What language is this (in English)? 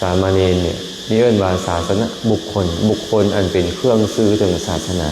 Lao